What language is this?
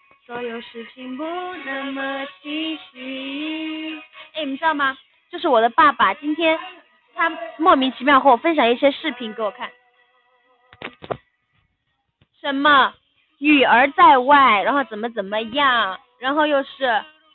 Chinese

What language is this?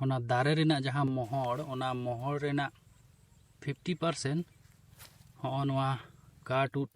Santali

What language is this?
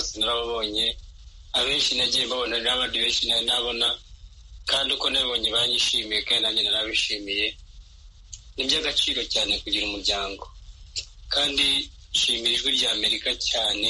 Kinyarwanda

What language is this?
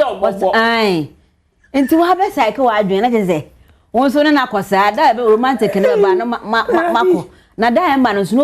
Akan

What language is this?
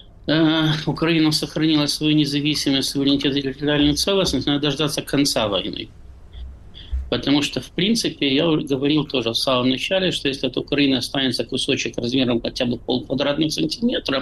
Russian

